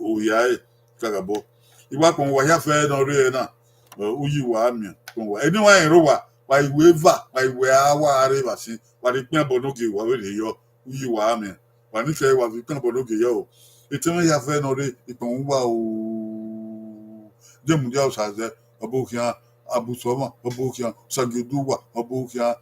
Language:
Bini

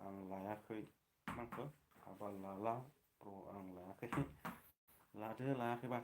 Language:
Bodo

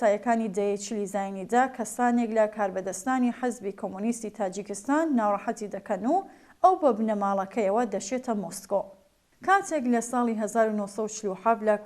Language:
Central Kurdish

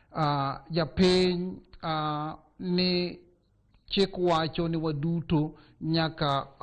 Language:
Luo (Kenya and Tanzania)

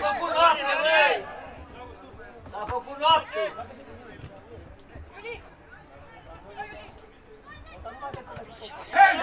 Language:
Romanian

